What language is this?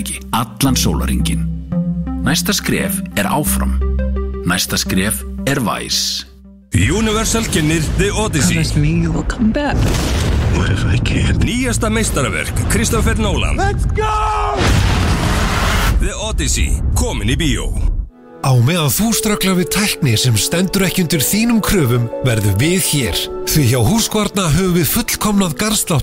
Icelandic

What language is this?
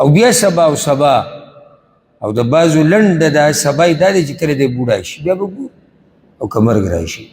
Pashto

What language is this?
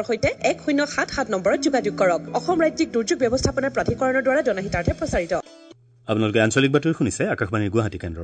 Assamese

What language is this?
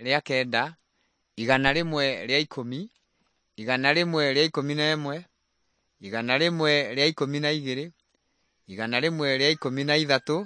Kikuyu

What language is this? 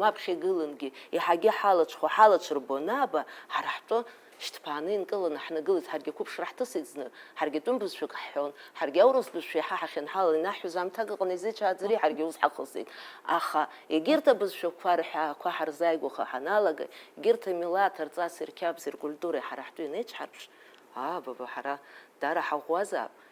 Abkhazian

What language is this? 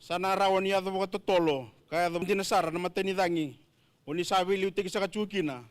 Fijian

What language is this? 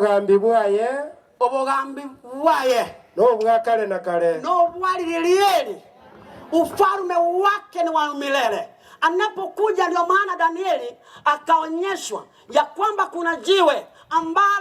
Gusii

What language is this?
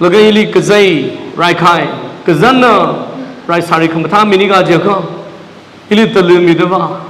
Tangkhul Naga (India)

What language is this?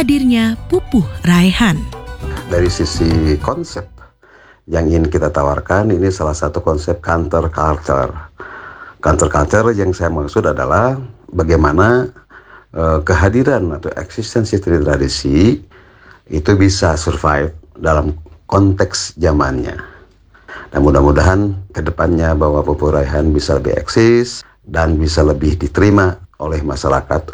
Indonesian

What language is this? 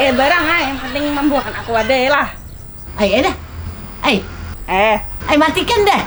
Banjar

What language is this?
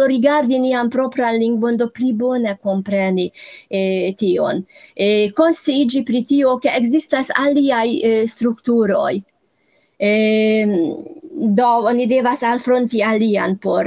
Esperanto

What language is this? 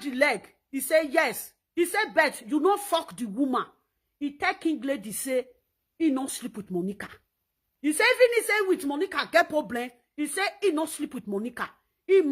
Nigerian Pidgin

